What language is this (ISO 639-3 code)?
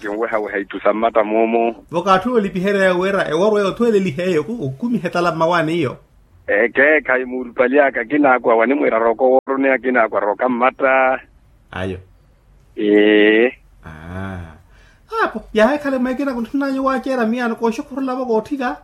vmw